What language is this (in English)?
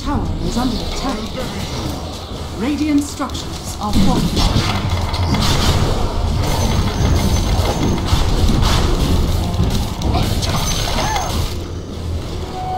English